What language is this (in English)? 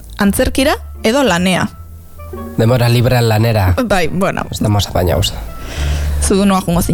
Basque